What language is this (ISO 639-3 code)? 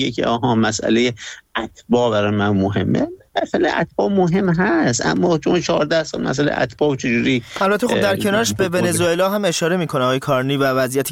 fas